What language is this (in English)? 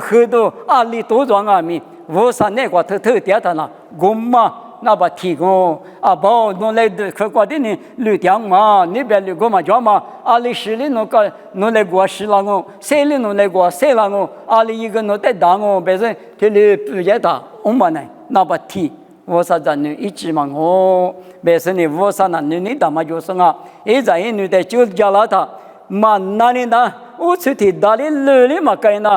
Lisu